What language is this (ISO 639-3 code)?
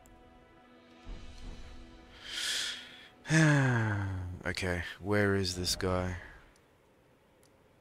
eng